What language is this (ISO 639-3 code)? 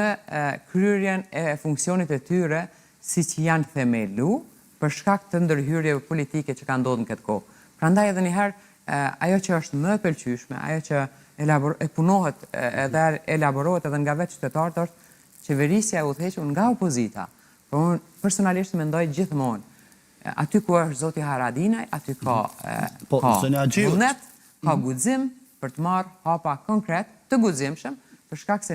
sqi